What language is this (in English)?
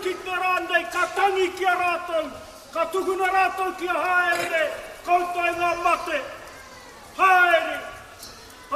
Māori